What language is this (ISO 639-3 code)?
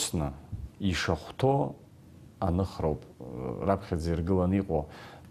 abk